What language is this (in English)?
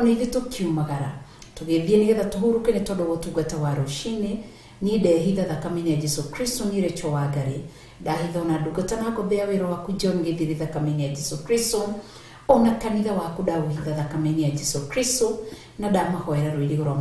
Kikuyu